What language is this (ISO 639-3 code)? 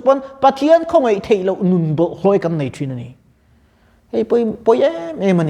lus